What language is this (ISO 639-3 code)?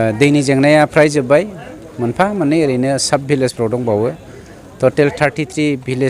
brx